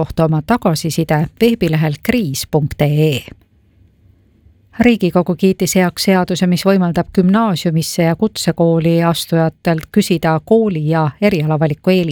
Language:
Estonian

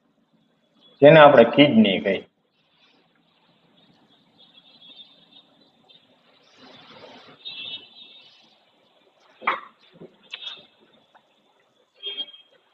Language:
Gujarati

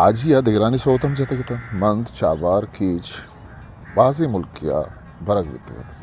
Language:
Eastern Balochi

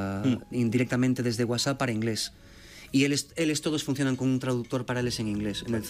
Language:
Galician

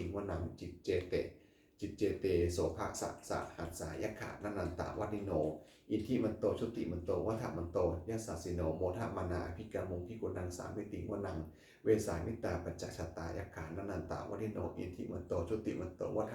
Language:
Pali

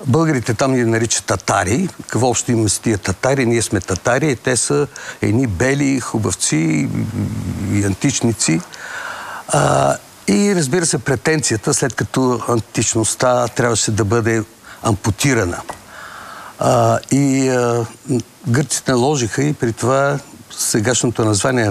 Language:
Bulgarian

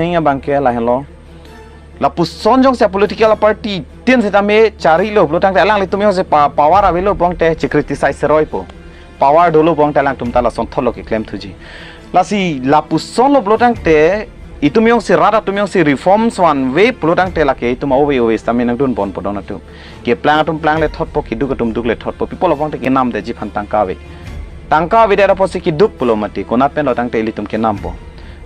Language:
Karbi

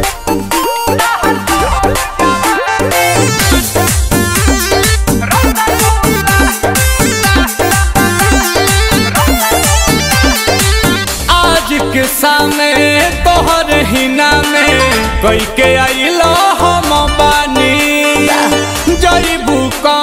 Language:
Bhojpuri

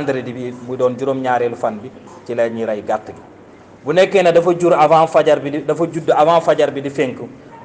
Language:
Wolof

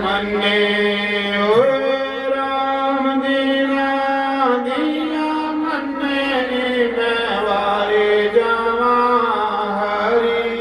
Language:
Dogri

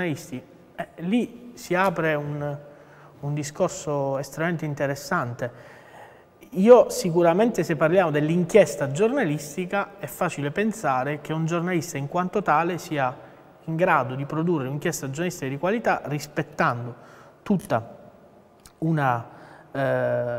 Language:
Italian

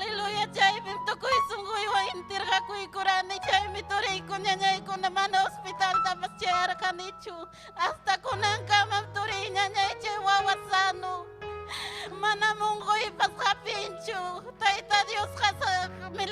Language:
Ayacucho Quechua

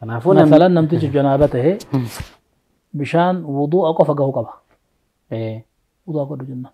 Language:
Oromo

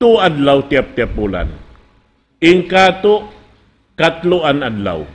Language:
Tausug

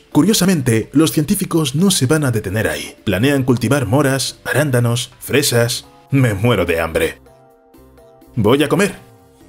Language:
Spanish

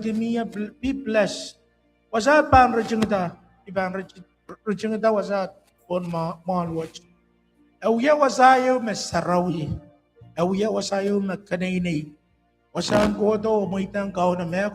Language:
Pohnpeian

